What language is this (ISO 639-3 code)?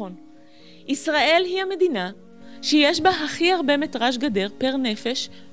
heb